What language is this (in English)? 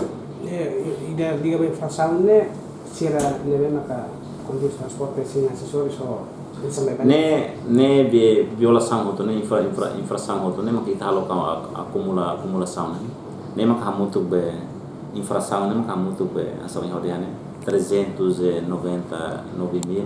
Tetum